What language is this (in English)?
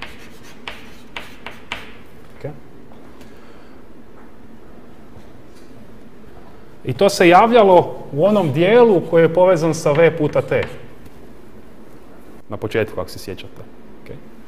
Croatian